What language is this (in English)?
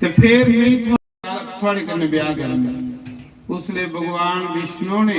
Dogri